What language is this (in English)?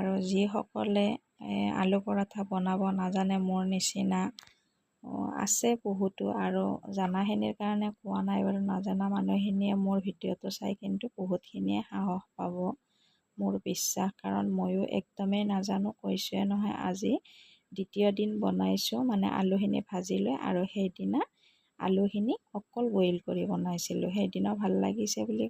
Assamese